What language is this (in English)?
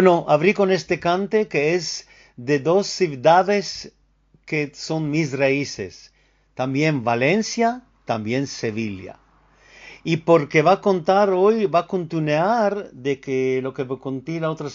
Ladino